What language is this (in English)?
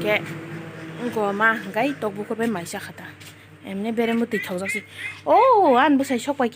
Kok Borok